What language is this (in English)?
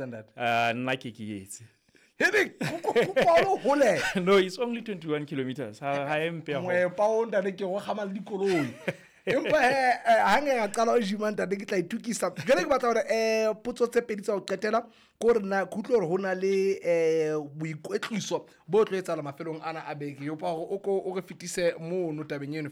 Southern Sotho